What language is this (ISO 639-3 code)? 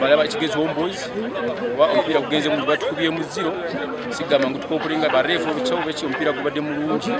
nyn